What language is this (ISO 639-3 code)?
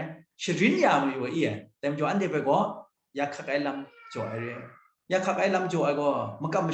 kac